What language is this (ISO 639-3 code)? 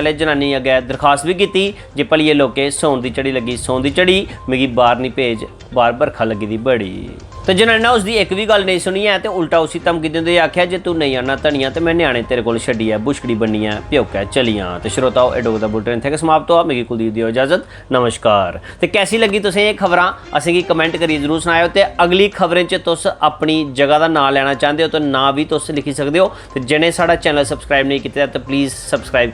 doi